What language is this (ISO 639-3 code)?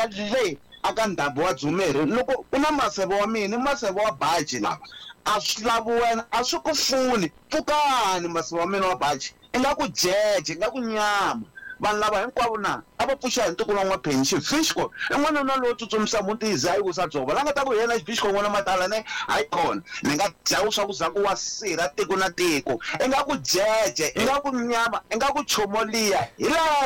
tso